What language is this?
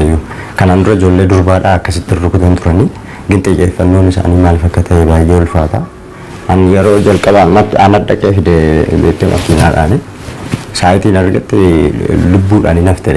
Oromo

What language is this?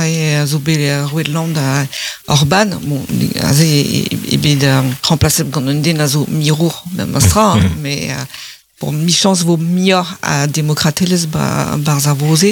Breton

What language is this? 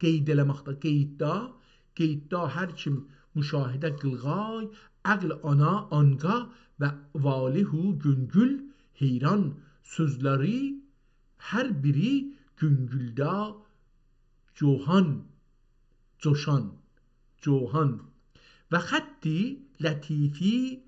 South Azerbaijani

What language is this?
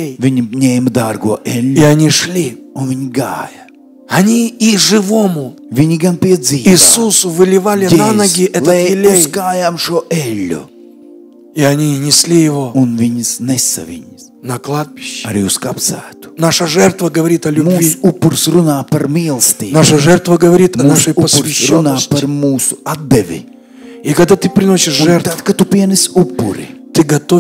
Russian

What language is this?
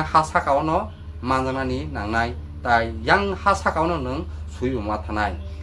Kok Borok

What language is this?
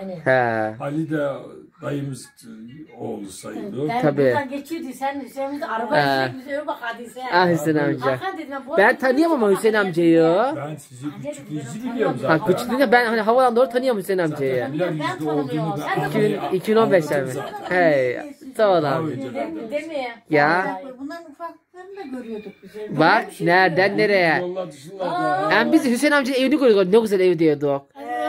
Turkish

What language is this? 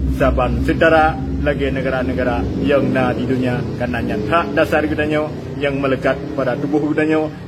Achinese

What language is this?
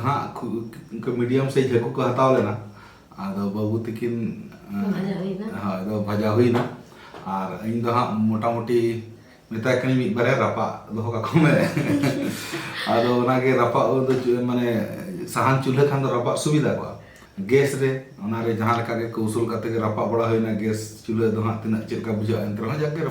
Santali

